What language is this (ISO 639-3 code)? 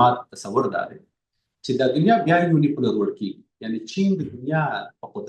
pus